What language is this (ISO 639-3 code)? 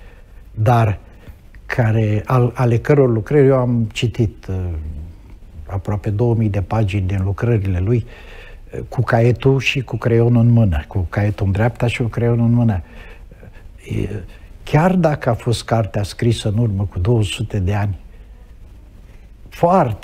ron